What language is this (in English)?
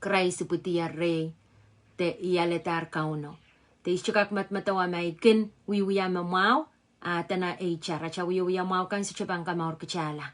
Pohnpeian